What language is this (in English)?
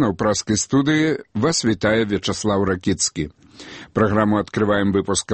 Belarusian